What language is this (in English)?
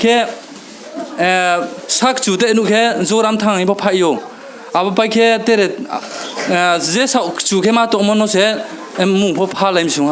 Riang (India)